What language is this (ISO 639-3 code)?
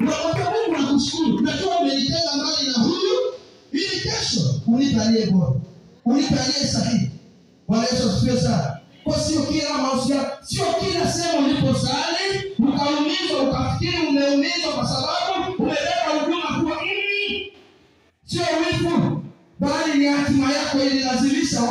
swa